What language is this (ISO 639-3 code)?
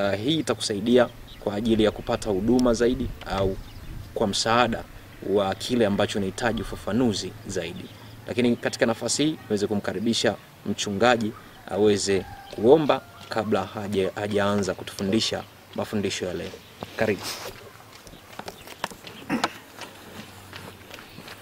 swa